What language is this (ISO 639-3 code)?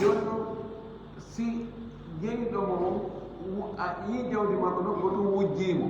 ful